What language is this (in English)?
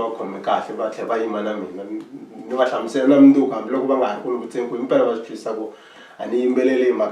Tsonga